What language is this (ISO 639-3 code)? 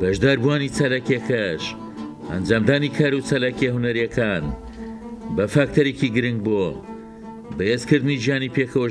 ckb